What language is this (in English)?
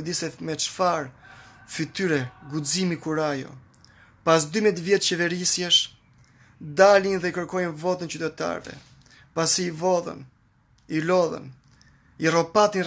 Albanian